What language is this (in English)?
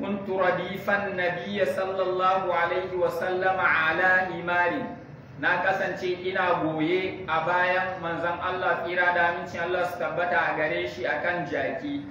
Hausa